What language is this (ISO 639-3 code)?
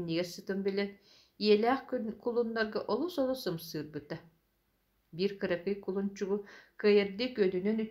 sah